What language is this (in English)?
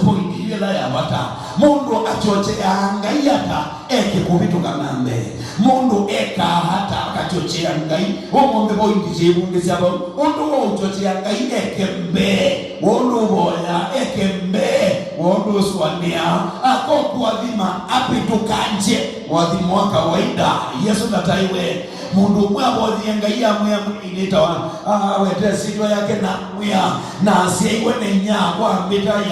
Kamba